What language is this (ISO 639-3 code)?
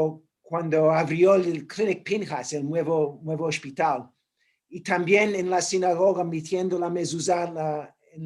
lad